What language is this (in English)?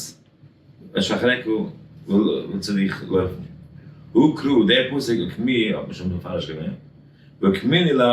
Yiddish